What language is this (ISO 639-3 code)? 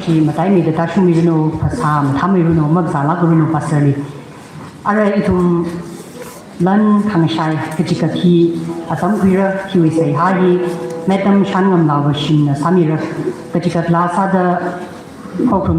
nmf